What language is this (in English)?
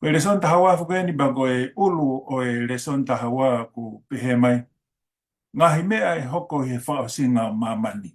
Tongan